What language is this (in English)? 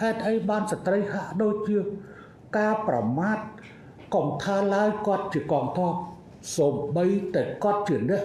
Khmer